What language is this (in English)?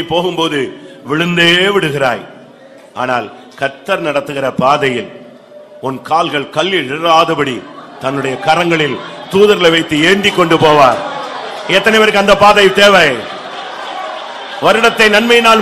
Tamil